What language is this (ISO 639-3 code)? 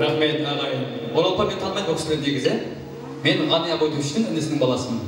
kaa